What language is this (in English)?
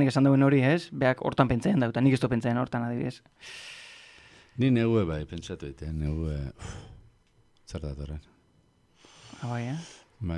Basque